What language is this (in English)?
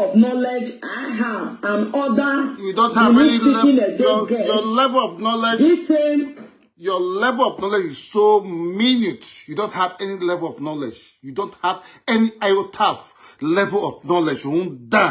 Nigerian Pidgin